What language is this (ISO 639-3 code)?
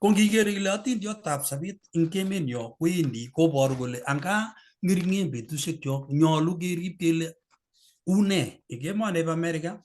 kln